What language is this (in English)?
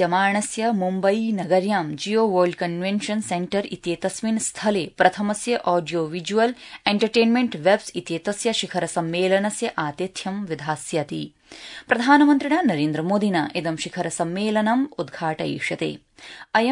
Sanskrit